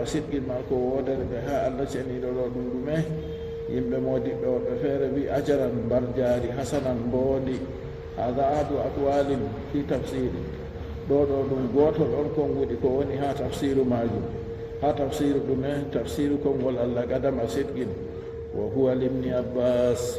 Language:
Fula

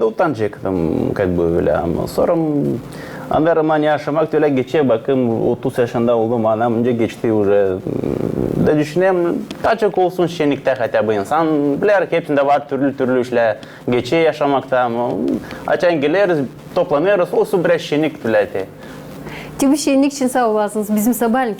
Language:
Gagauz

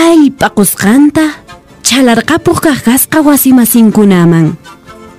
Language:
Quechua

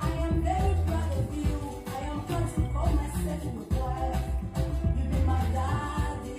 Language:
Nigerian Pidgin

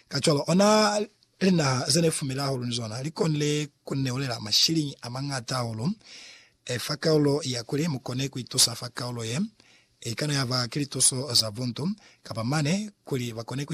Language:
Lozi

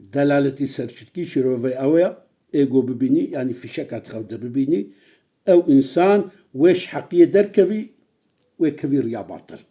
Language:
Kurdish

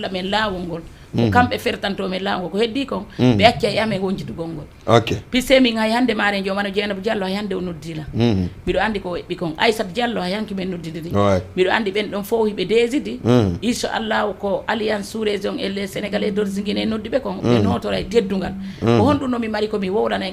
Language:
Fula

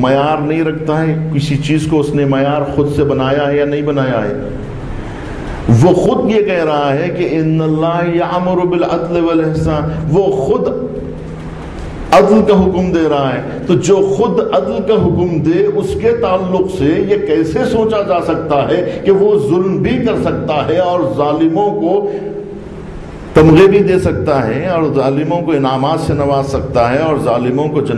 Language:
Urdu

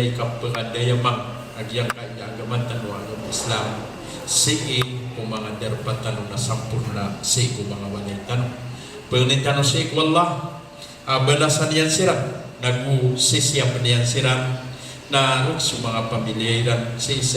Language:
Maranao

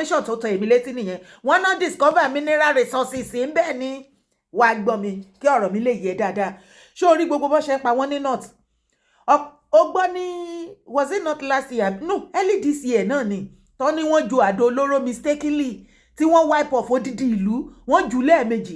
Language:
Yoruba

